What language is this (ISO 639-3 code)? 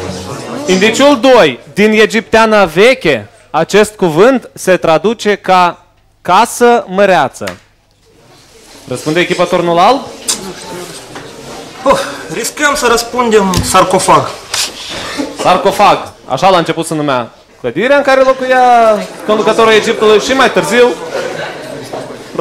ron